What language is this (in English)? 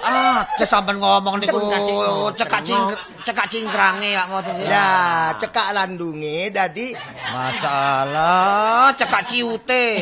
Javanese